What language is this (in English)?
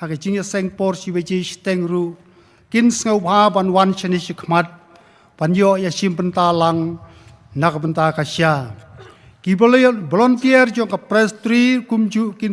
Khasi